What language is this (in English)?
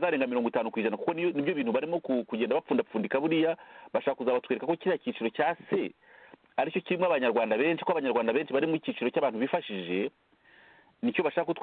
Kinyarwanda